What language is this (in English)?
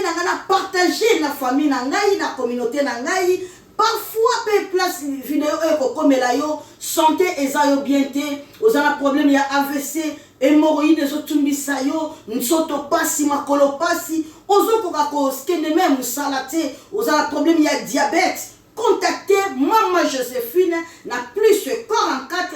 Lingala